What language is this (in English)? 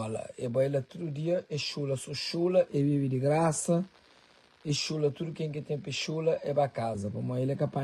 Kabuverdianu